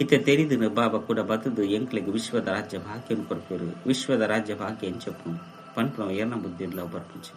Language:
Tulu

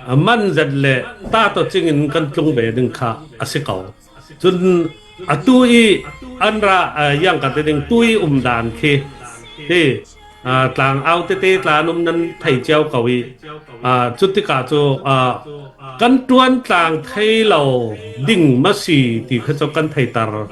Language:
Falam Chin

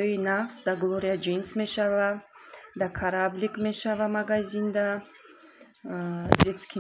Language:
Tajik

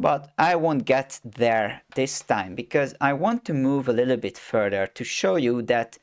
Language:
English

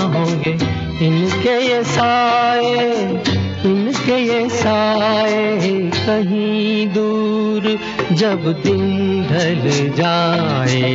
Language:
Hindi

